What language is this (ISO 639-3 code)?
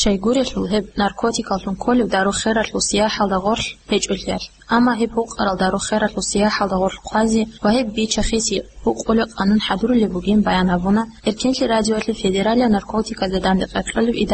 ava